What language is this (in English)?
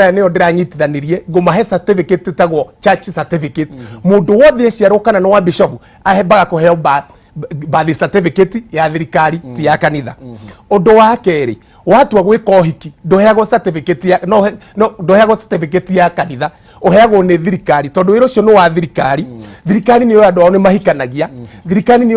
Kikuyu